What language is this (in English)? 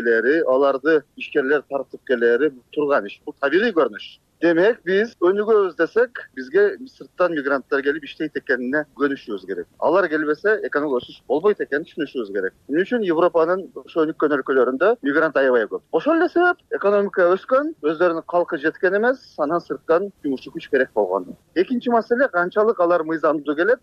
Kyrgyz